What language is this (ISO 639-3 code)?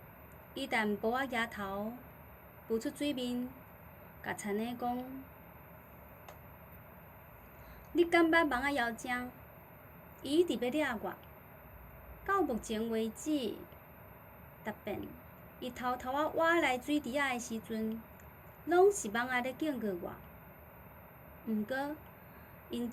nan